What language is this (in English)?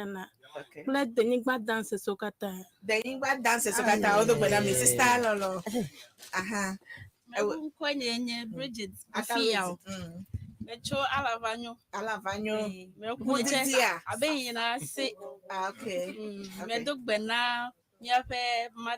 Ewe